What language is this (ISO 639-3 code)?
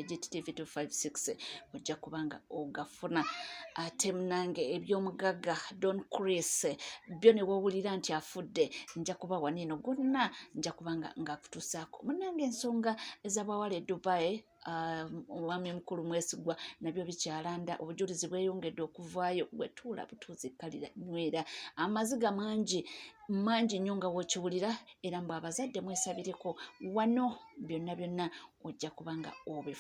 lug